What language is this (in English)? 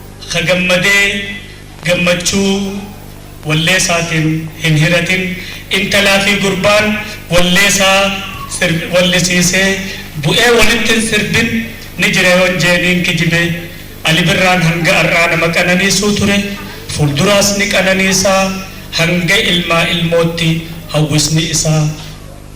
Oromo